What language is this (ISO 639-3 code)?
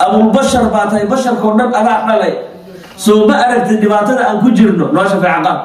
som